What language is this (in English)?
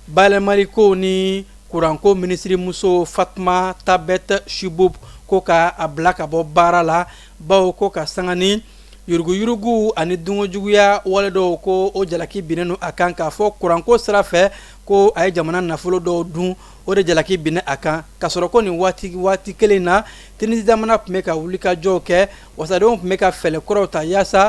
Bambara